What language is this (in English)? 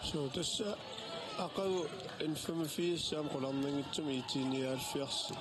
Kalaallisut